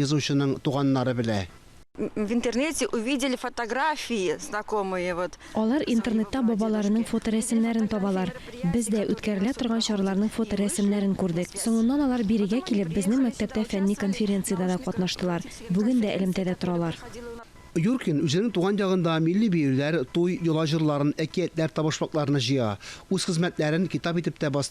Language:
Tatar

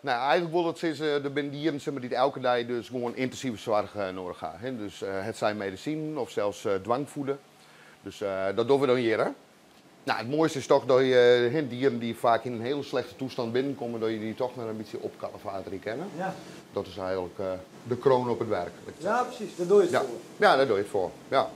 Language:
Western Frisian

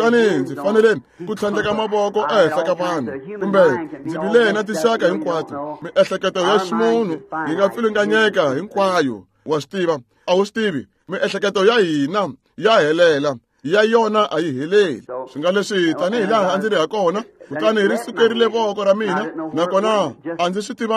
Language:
Tsonga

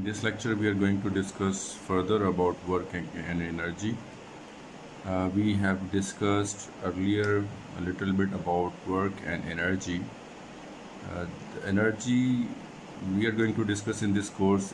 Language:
English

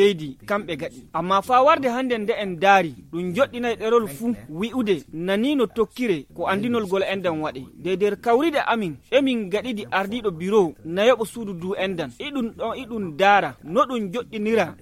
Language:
Nigerian Fulfulde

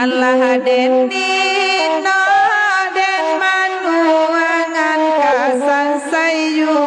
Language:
Minangkabau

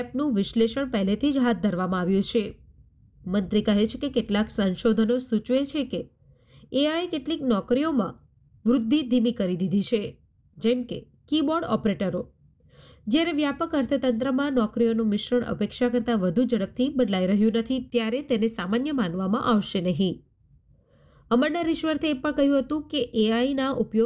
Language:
Gujarati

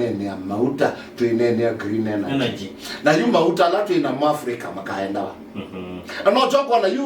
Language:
Kamba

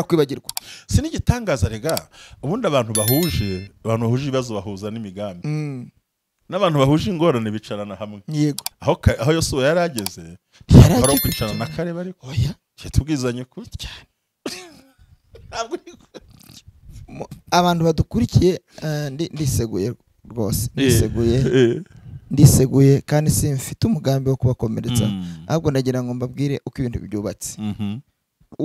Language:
Kinyarwanda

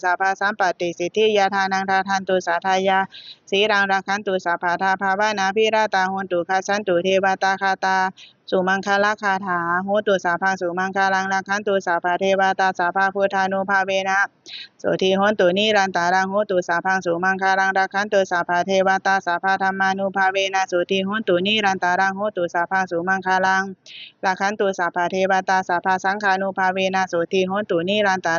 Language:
Pali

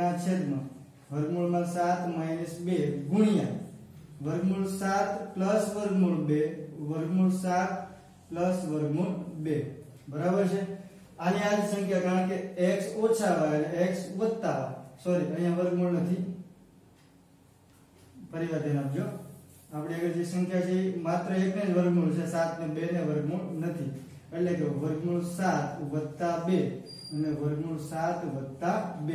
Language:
Gujarati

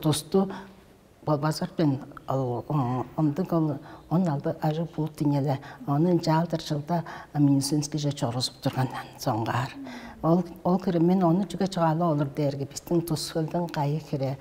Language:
Tuvinian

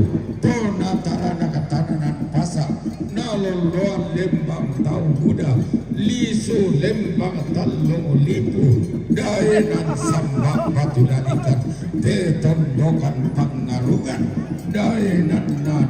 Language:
Toraja-Sa'dan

